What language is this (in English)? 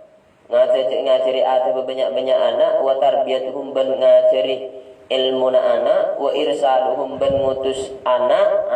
Madurese